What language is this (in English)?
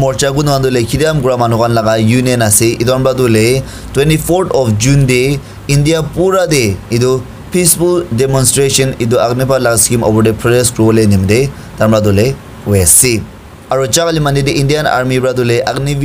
Naga Pidgin